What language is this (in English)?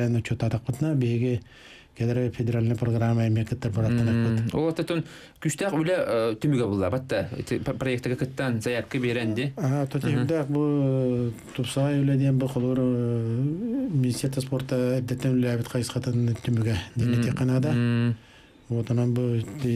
Yakut